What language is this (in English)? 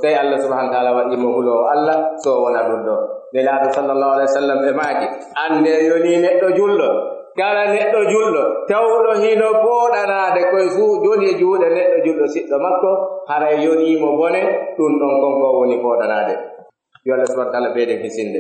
Pular